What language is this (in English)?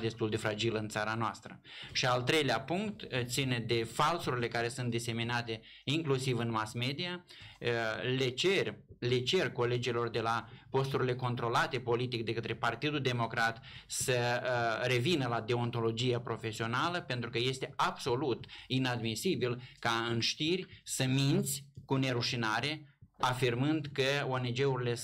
Romanian